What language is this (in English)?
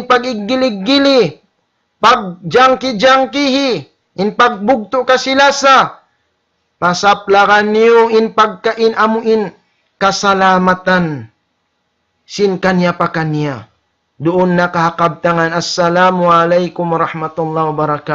Tausug